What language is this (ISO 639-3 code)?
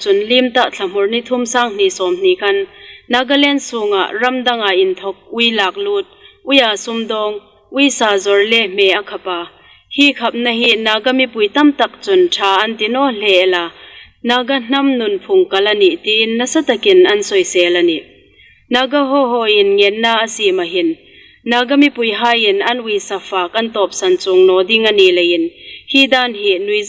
hmr